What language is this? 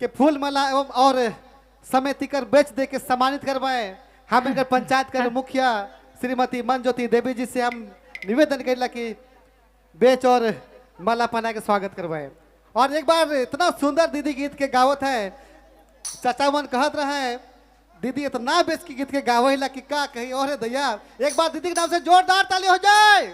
Sadri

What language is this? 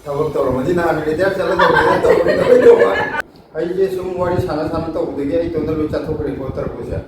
Manipuri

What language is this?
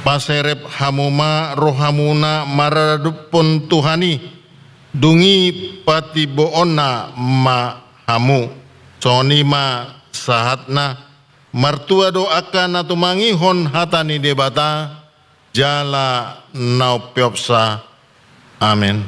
Batak Toba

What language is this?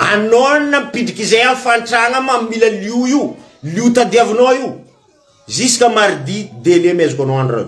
Malagasy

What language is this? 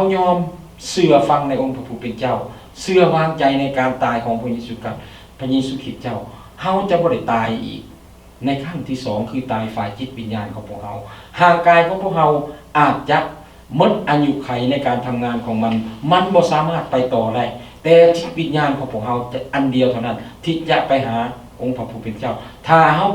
Lao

